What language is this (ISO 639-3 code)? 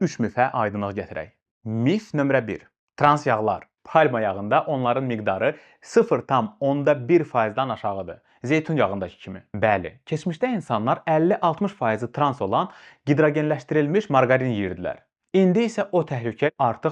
aze